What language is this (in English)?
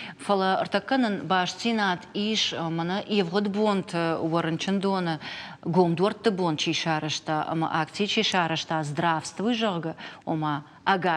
Ossetic